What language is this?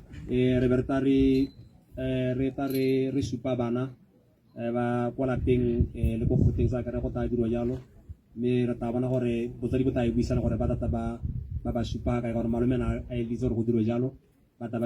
Tswana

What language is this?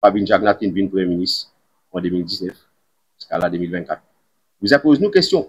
Morisyen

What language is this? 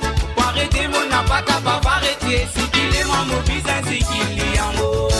Morisyen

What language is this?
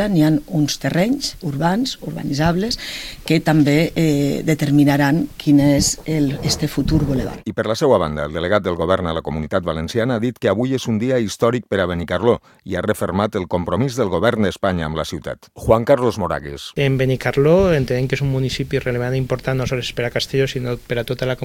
Catalan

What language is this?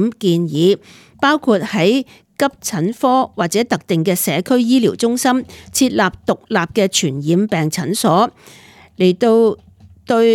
Cantonese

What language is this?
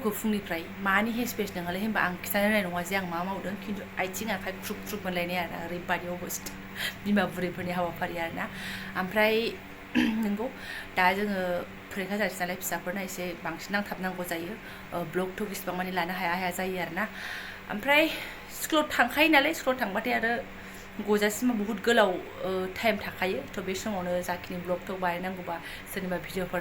Bodo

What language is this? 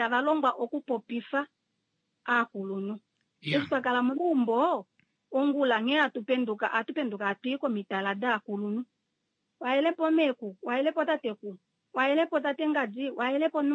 Kuanyama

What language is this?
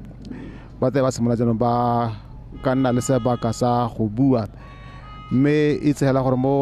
Tswana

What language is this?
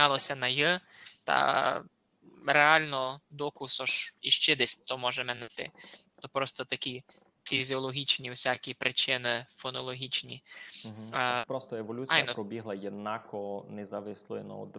Rusyn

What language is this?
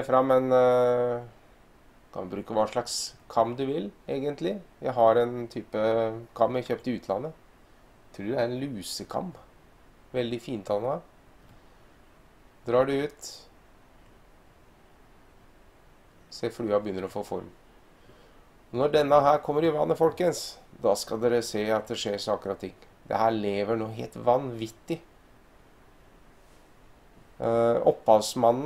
Norwegian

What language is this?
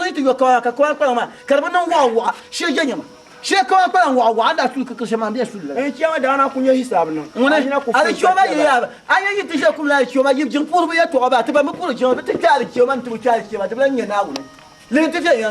Dagbani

